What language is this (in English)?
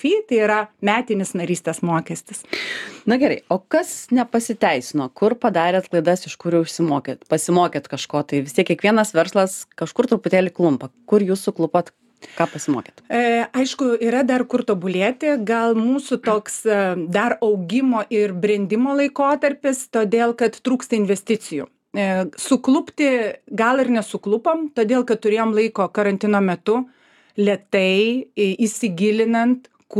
Lithuanian